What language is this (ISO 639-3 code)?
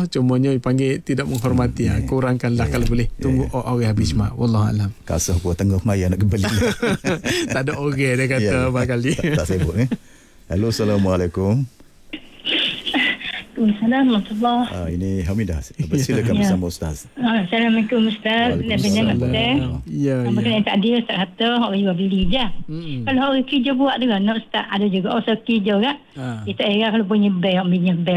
msa